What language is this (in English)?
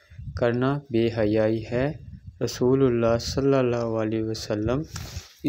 Urdu